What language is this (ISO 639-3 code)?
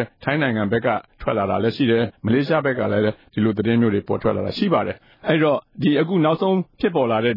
mya